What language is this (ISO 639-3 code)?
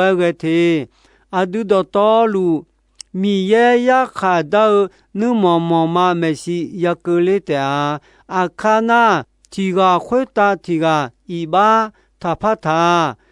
ahk